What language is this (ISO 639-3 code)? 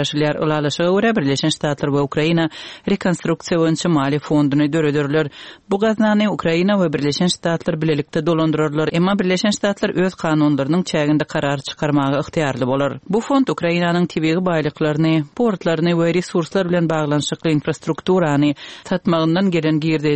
tuk